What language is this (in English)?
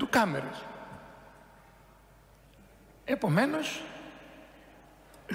Greek